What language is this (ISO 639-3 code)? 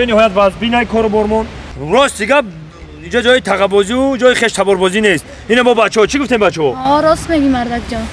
tgk